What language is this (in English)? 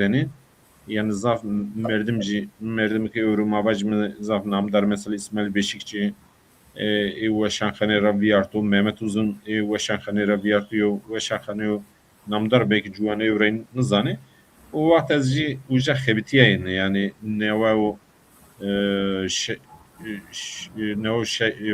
Zaza